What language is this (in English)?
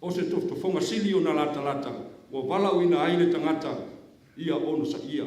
Samoan